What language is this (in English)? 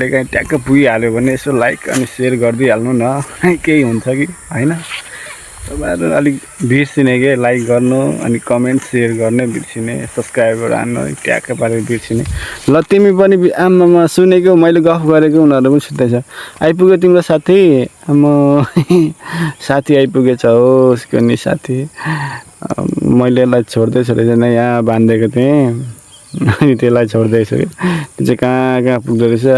Nepali